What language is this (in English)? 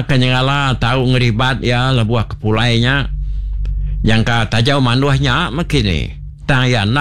Iban